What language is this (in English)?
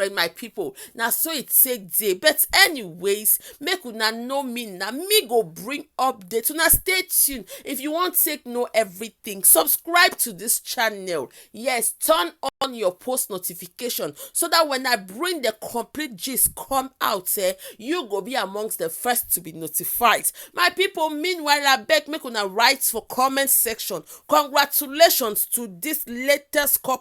Nigerian Pidgin